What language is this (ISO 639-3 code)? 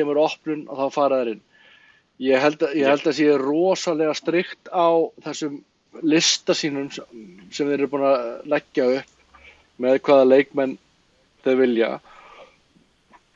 isl